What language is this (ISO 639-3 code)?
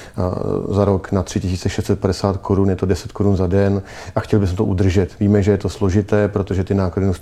ces